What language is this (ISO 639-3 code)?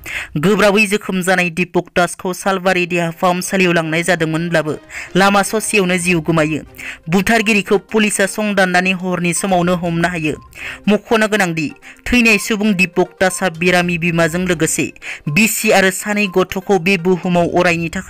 brx